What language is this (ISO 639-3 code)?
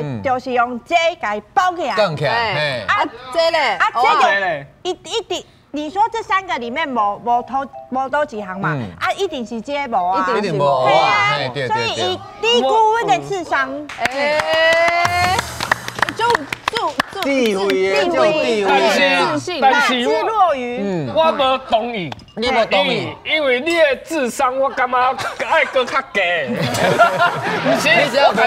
nan